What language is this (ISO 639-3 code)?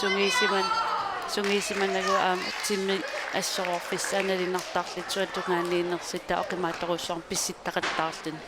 kal